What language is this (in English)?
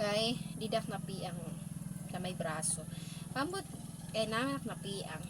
Waray